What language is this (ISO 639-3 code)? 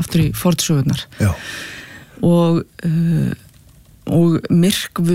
isl